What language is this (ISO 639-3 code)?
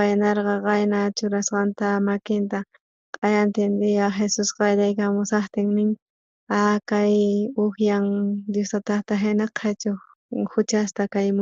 quh